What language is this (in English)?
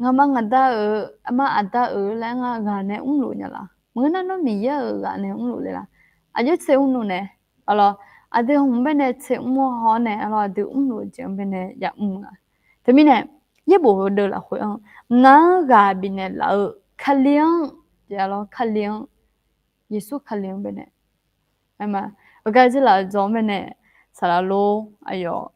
Akha